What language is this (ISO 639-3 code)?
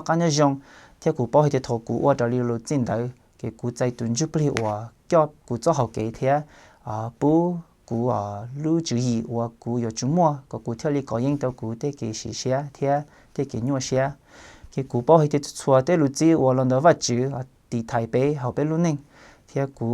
hmn